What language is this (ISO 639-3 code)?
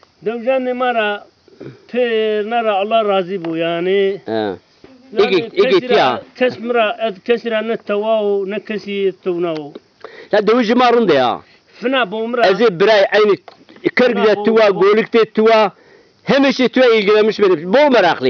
zza